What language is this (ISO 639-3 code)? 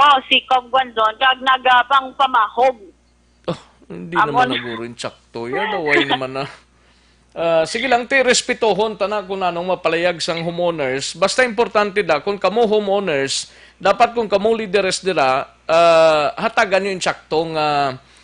hil